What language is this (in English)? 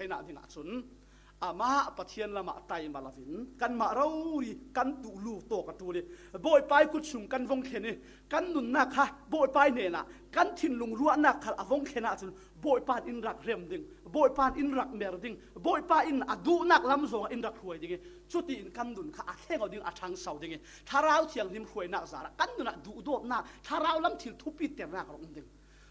Falam Chin